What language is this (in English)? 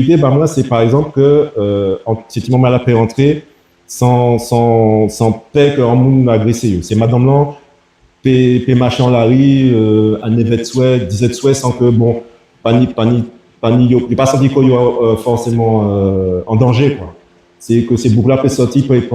Guadeloupean Creole French